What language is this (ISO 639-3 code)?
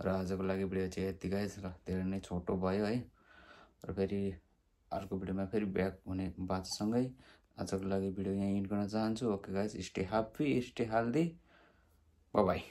nep